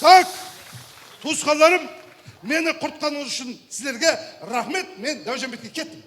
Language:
Kara-Kalpak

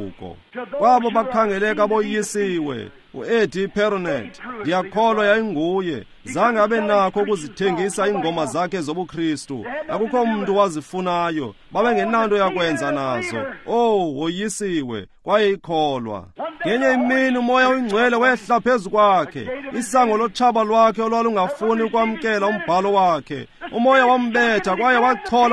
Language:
Xhosa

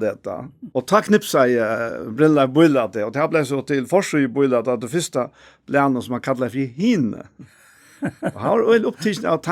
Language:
Faroese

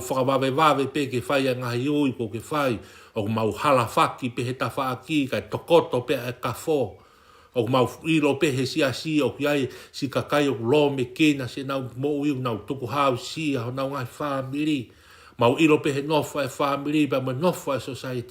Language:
Tongan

